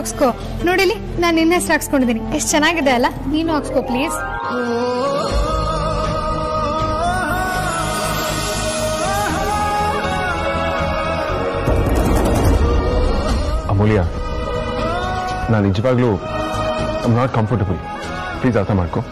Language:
Kannada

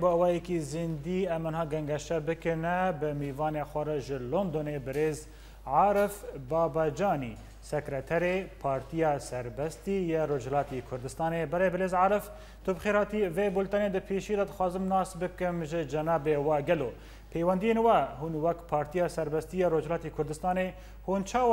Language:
Kurdish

